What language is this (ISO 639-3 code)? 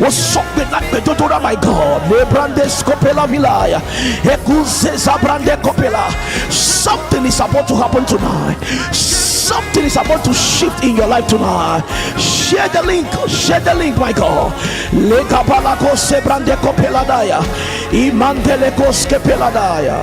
ewe